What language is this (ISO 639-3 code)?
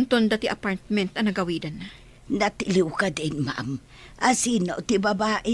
ilo